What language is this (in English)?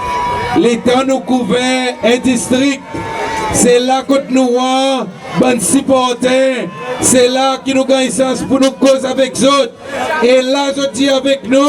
Seselwa Creole French